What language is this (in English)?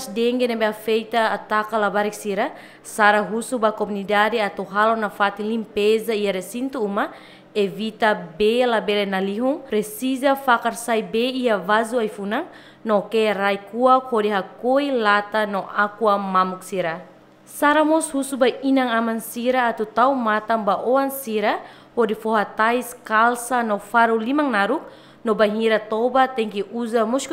Tetum